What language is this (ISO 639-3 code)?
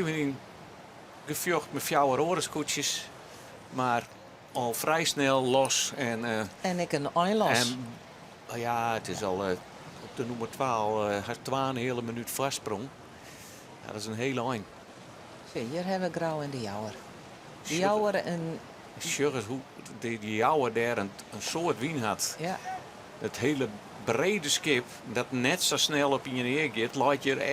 fry